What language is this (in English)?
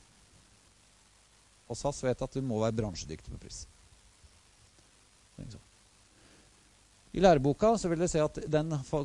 Norwegian